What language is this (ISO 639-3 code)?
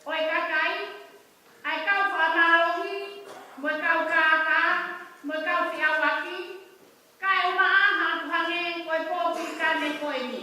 ton